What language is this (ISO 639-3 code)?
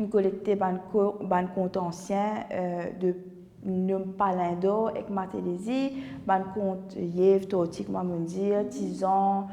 mfe